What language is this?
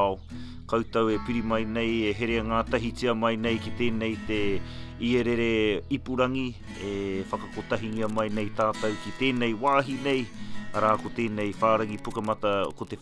Māori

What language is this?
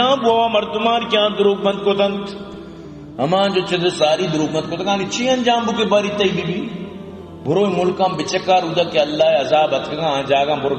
Eastern Balochi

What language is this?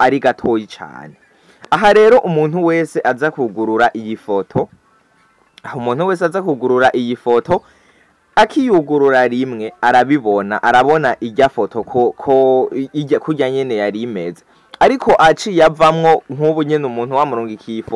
Rundi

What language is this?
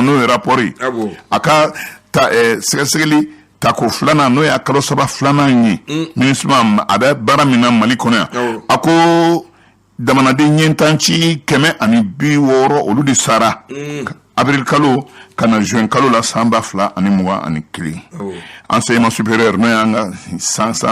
Bambara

